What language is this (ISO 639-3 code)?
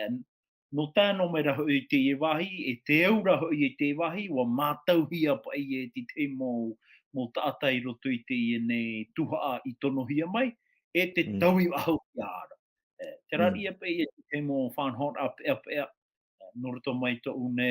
tah